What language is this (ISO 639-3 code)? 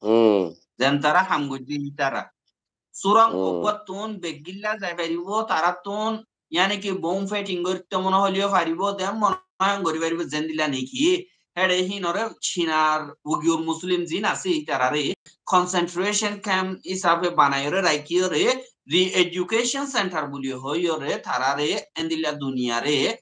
rhg